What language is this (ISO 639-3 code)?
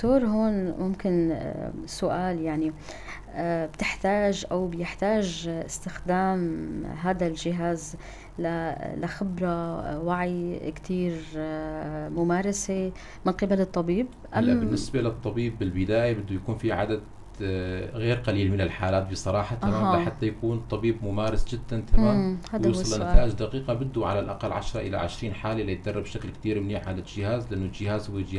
apc